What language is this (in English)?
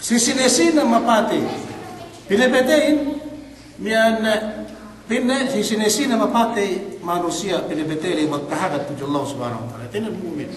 Yakan